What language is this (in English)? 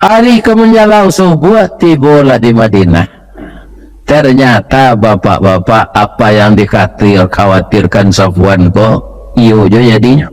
Minangkabau